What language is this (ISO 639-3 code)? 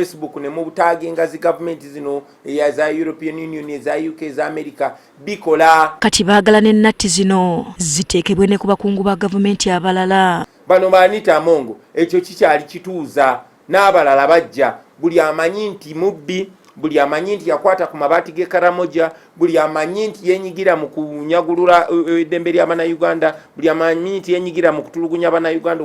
lug